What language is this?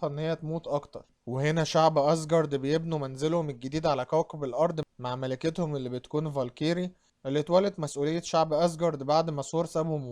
Egyptian Arabic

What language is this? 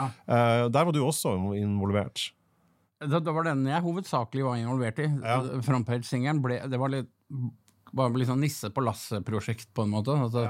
Norwegian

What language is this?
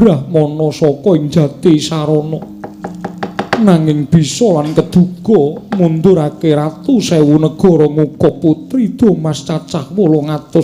Javanese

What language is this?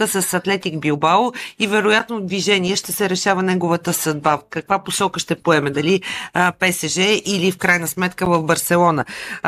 Bulgarian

